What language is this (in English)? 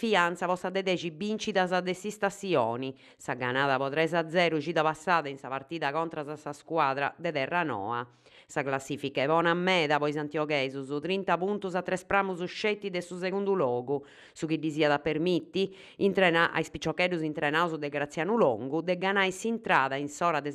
Sardinian